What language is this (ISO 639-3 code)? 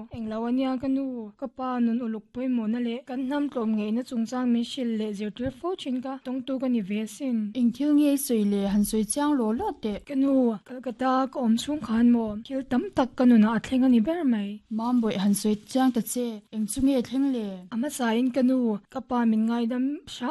lus